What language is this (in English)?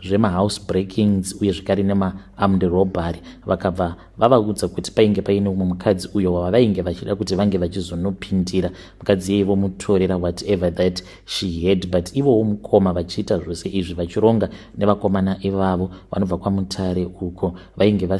Shona